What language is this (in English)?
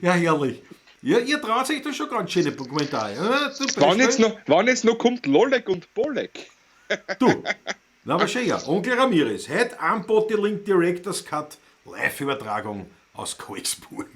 Bavarian